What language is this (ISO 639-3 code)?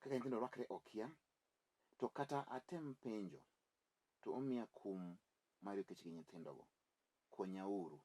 luo